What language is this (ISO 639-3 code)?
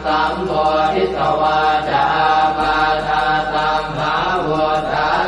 pli